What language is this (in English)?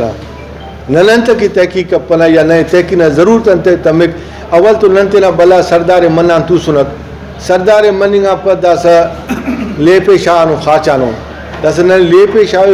Brahui